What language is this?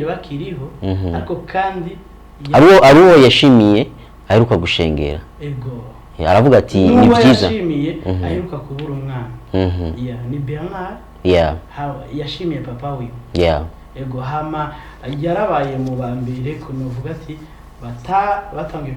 Rundi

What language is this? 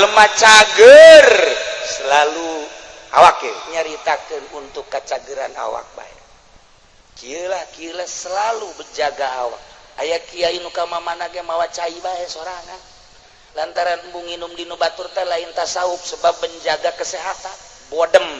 Sundanese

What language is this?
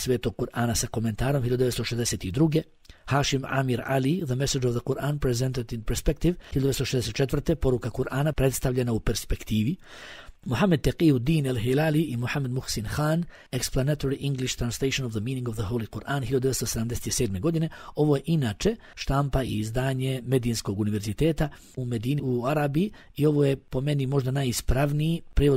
Bosnian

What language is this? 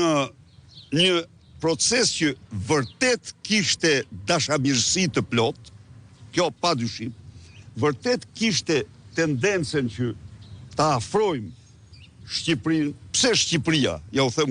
Albanian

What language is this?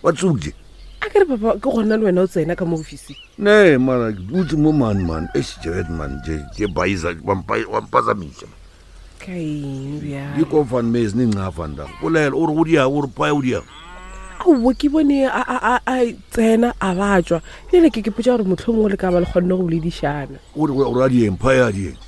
Northern Sotho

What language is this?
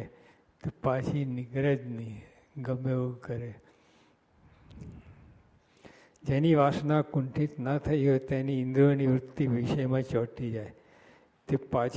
Gujarati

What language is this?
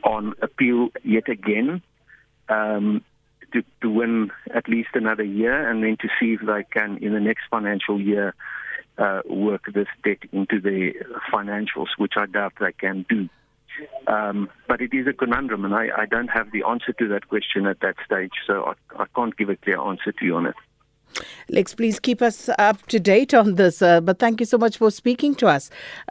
English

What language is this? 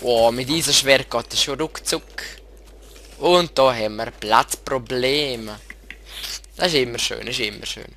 Swiss German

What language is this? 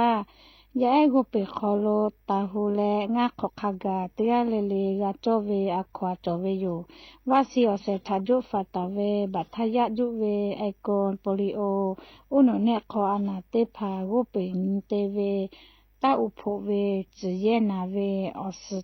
Lahu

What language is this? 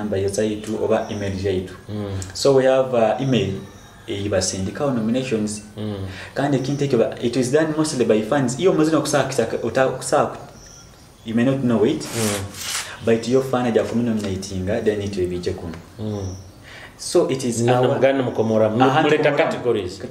Nyoro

